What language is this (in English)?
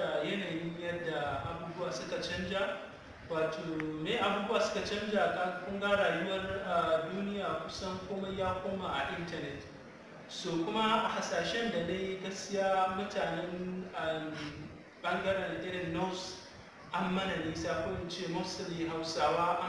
Hausa